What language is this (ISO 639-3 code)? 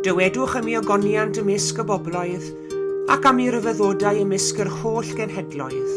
cym